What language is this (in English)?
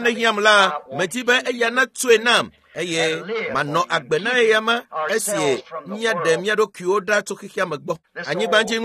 Ewe